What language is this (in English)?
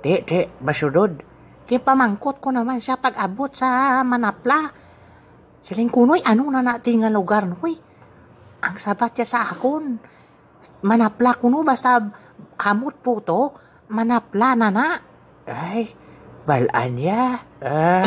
Hiligaynon